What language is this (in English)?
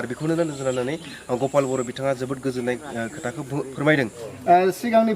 Bodo